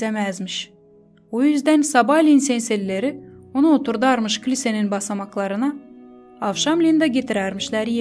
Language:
Gagauz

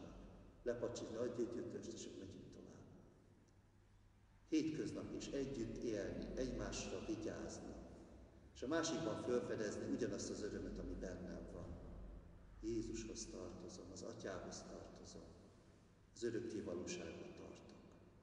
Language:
Hungarian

